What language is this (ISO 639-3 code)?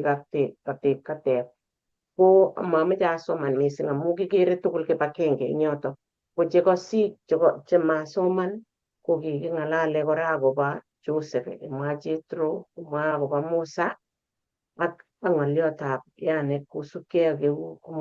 kln